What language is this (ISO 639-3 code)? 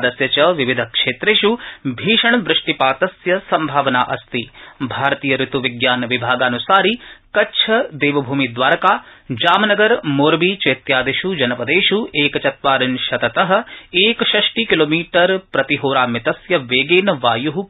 san